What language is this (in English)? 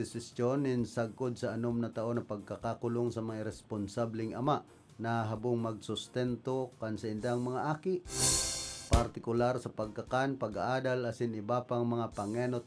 Bikol